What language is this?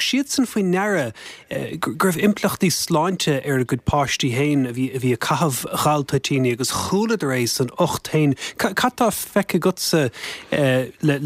Irish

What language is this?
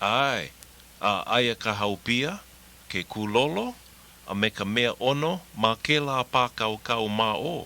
Hawaiian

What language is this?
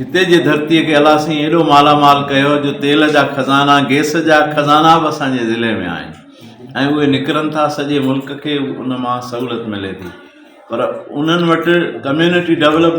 Sindhi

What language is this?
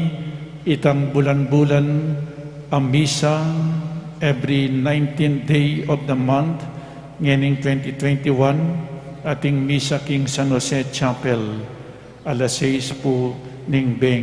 Pampanga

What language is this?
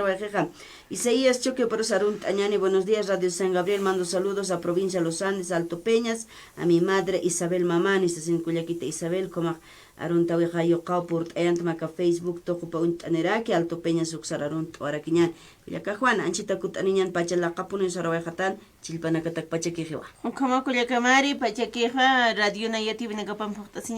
Aymara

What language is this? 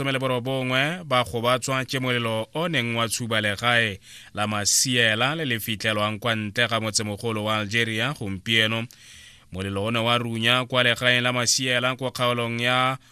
Tswana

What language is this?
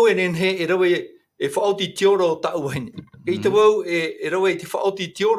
Tahitian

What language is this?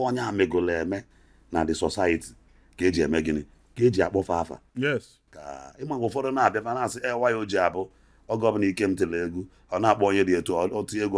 Igbo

